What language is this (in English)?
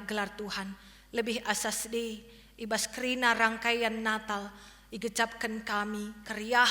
Batak Karo